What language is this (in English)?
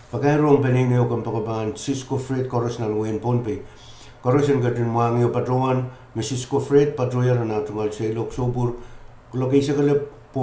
Pohnpeian